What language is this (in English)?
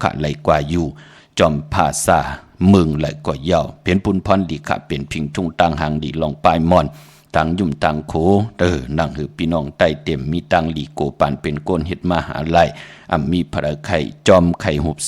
Shan